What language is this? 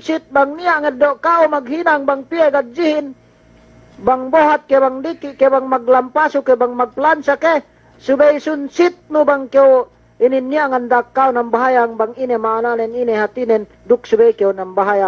Yakan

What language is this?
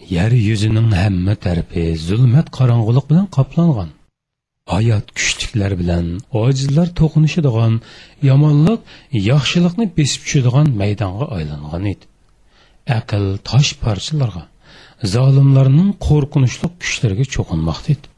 Uyghur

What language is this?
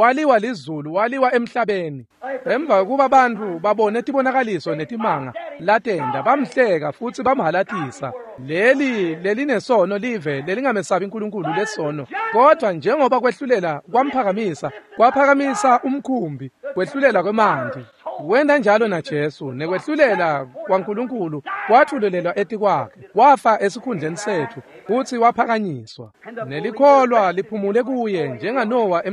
Swati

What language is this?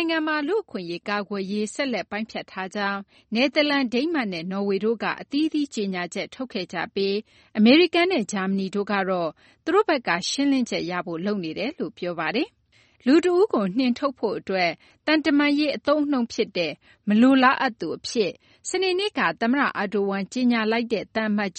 Burmese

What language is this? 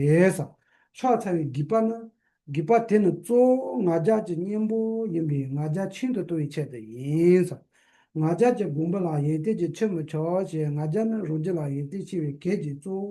Tibetan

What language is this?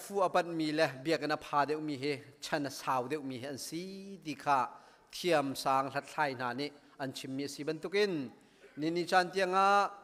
Hakha Chin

